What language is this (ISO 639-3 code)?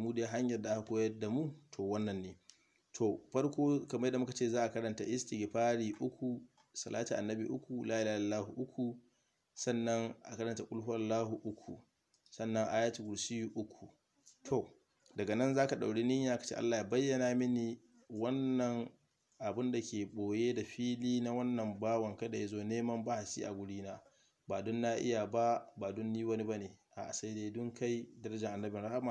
hau